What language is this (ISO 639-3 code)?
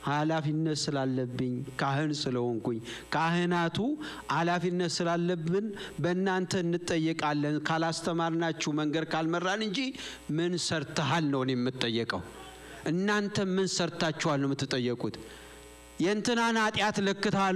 amh